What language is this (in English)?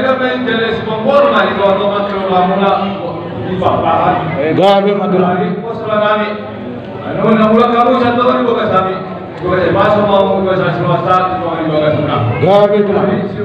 Batak Toba